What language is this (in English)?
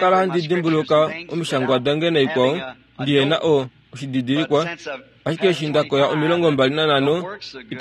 Kuanyama